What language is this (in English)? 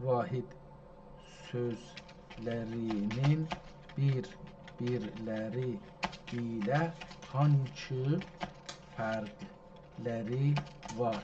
South Azerbaijani